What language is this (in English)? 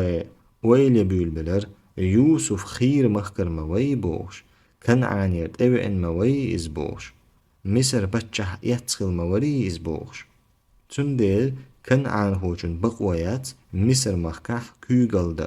Chechen